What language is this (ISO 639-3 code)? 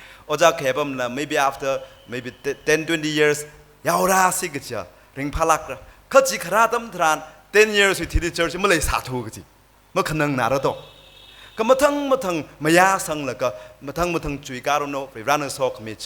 nmf